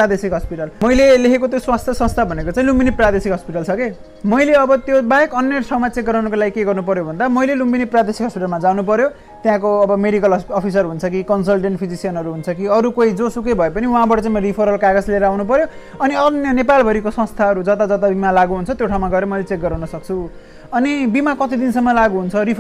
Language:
Nepali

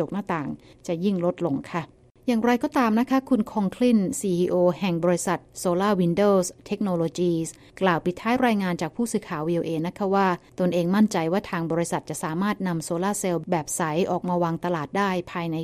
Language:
Thai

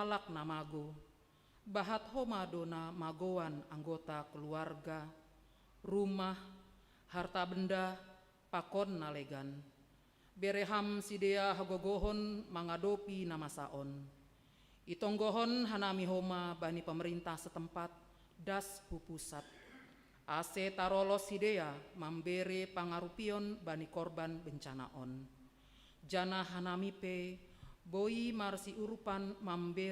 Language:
Batak Simalungun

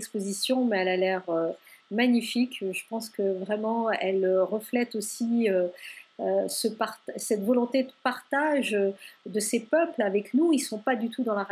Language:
French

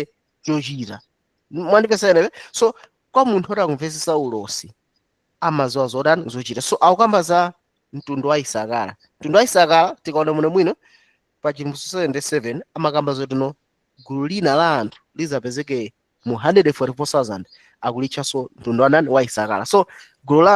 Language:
Nyanja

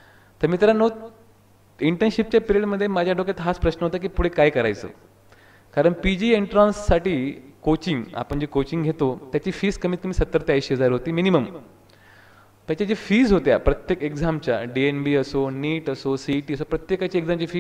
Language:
Marathi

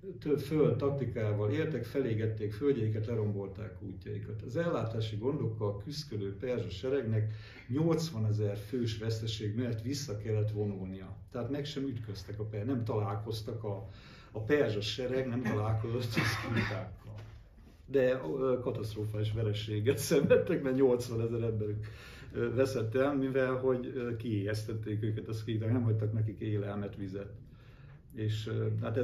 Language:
Hungarian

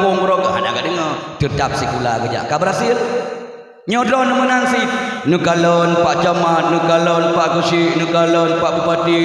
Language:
Achinese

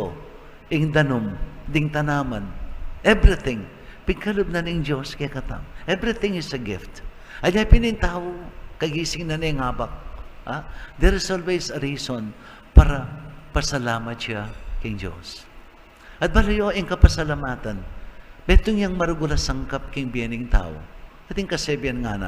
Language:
Pampanga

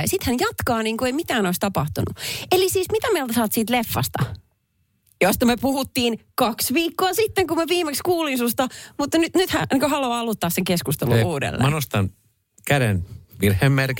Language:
Finnish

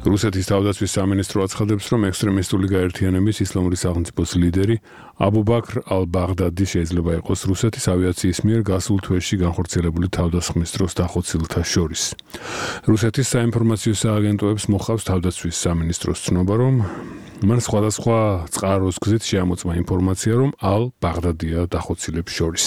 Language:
Georgian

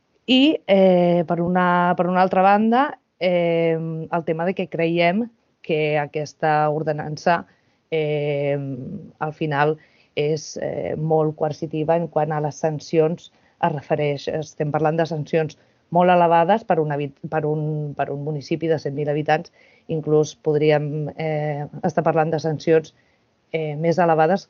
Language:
Catalan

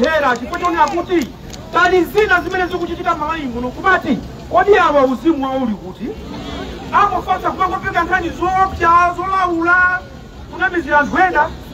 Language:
Nyanja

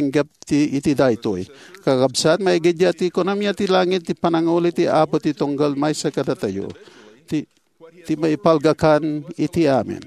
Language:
Iloko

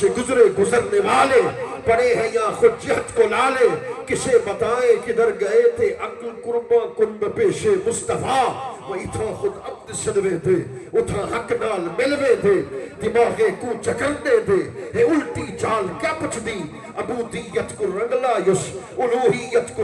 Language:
Saraiki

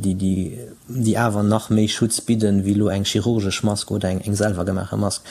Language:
Luxembourgish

